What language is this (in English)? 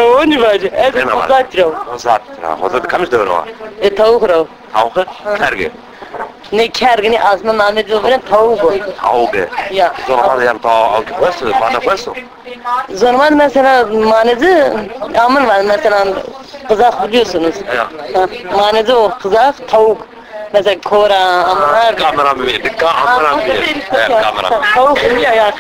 Zaza